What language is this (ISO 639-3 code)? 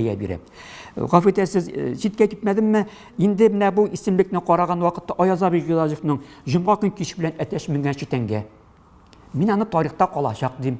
tat